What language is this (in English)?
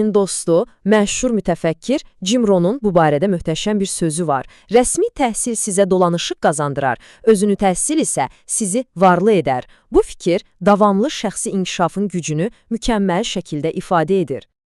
Azerbaijani